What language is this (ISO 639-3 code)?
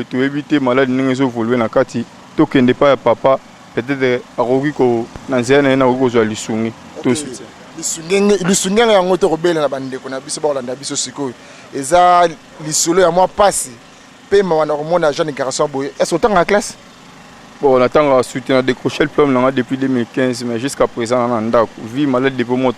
lin